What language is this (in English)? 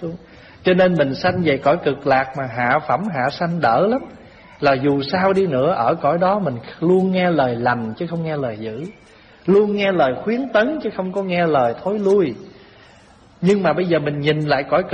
Vietnamese